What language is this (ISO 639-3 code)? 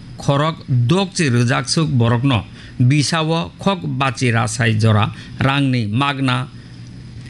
trp